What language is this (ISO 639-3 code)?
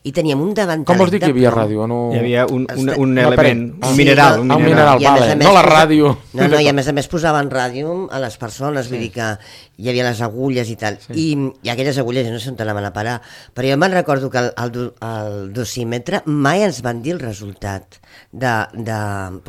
cat